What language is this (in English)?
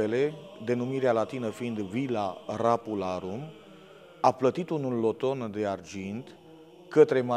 Romanian